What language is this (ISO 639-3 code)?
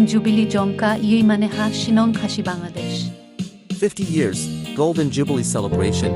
kha